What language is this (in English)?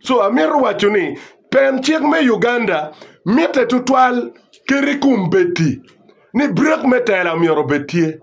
Acoli